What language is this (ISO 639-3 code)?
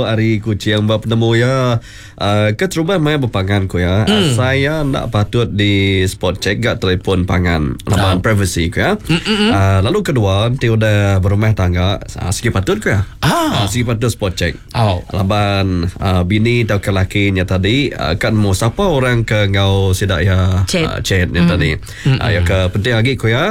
iba